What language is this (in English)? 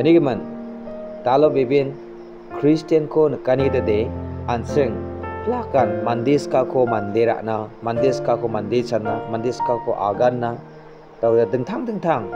Garo